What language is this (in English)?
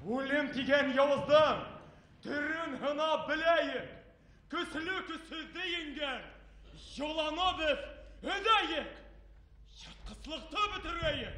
Bashkir